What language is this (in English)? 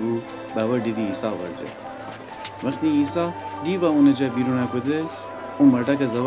Gilaki